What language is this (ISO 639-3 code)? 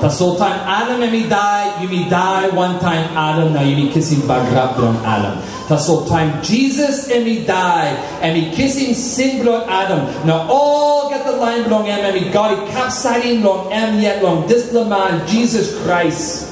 tpi